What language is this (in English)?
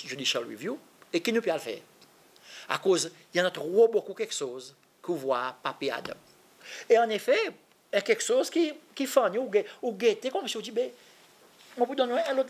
Seselwa Creole French